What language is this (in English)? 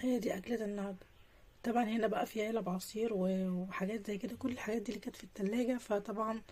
Egyptian Arabic